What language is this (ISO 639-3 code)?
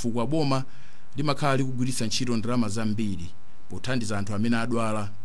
nya